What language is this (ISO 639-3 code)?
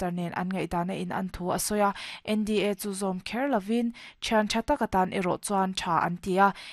lus